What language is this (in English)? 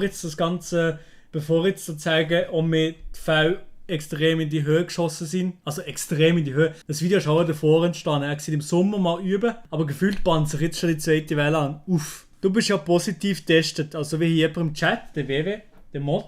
Swiss German